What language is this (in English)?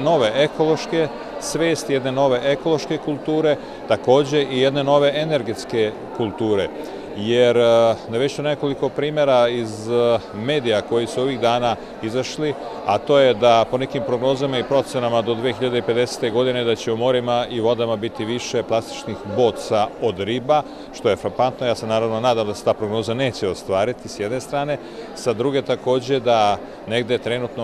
Serbian